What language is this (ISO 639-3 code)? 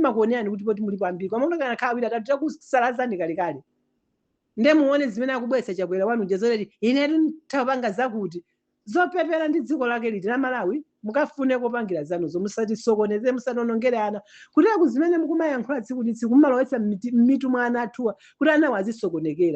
nya